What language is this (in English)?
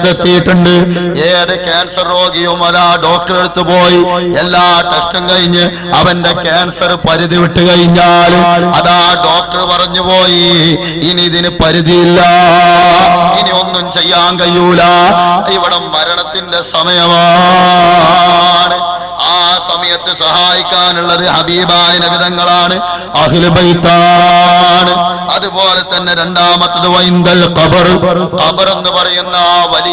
Malayalam